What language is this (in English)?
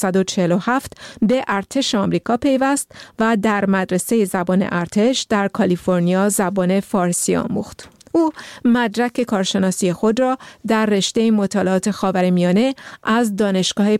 Persian